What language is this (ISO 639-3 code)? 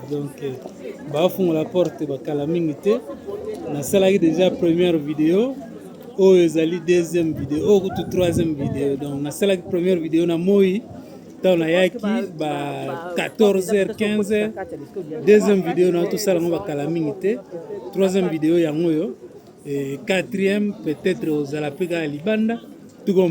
lin